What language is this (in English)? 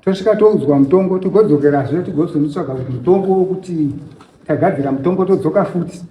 Shona